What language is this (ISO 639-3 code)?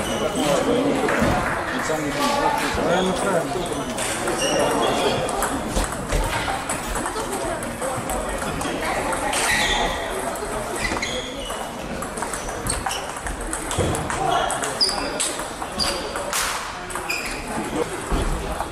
fin